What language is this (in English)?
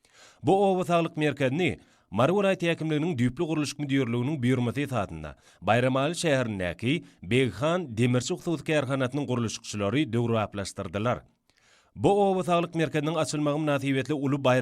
Turkmen